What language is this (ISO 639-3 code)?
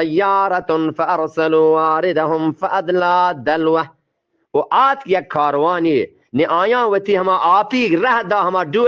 bgp